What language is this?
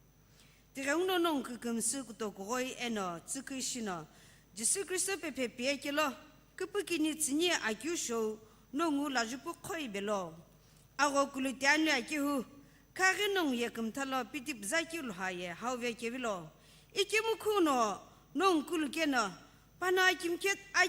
Sumi Naga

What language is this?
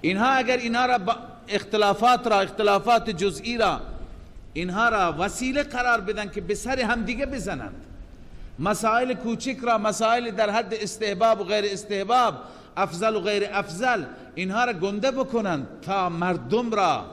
Persian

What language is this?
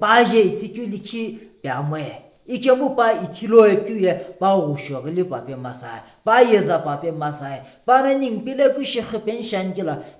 Sumi Naga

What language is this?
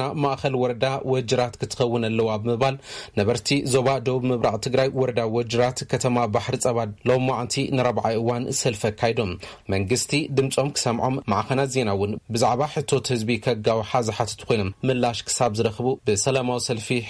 Tigrinya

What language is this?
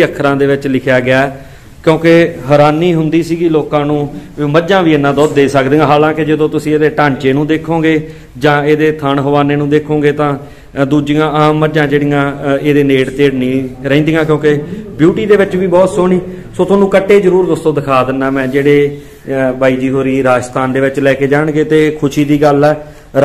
Punjabi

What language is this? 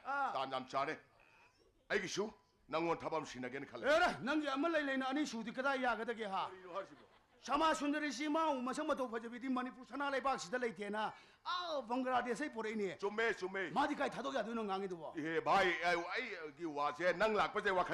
Manipuri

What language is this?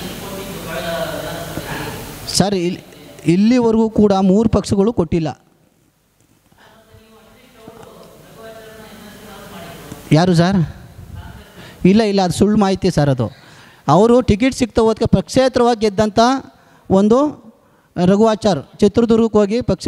Kannada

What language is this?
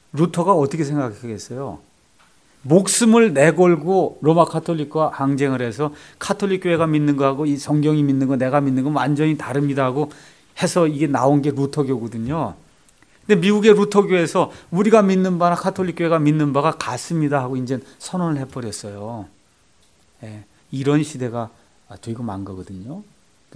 Korean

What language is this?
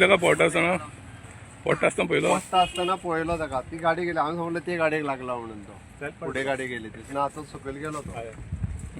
Konkani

